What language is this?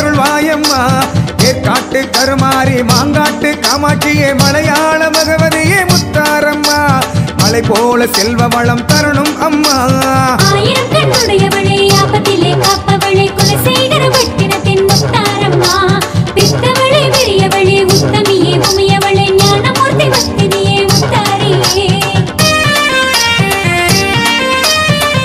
Tamil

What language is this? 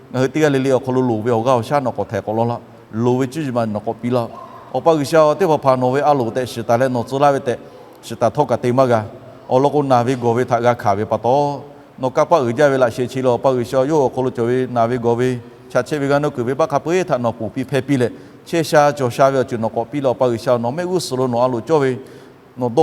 Lahu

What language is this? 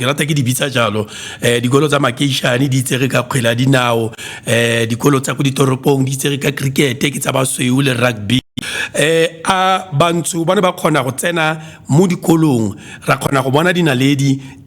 Tswana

